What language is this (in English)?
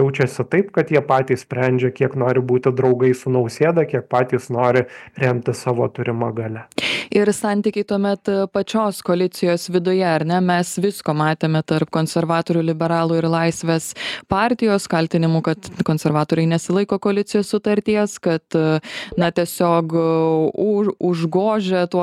Lithuanian